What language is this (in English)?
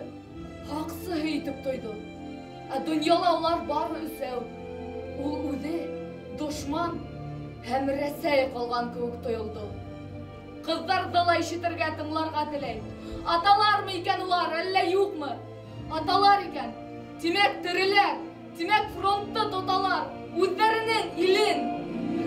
Bashkir